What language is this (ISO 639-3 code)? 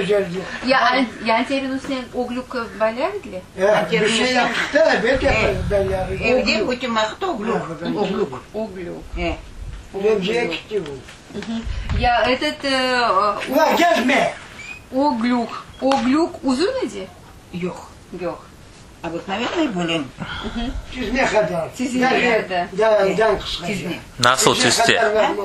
crh